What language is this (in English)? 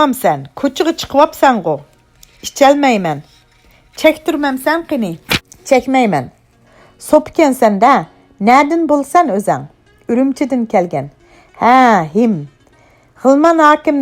Uyghur